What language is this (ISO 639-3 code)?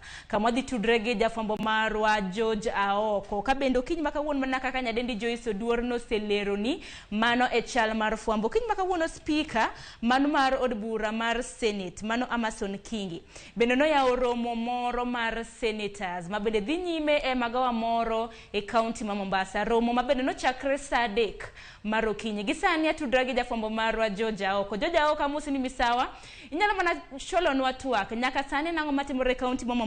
luo